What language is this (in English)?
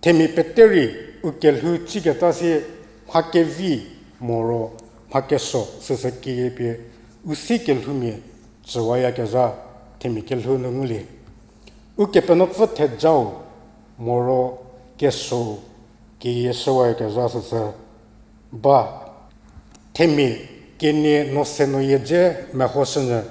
Angami Naga